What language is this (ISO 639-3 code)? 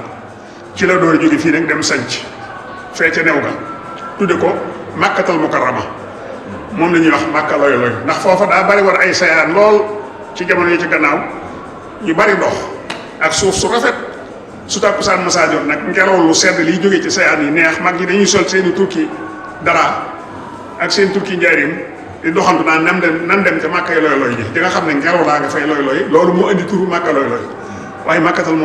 wol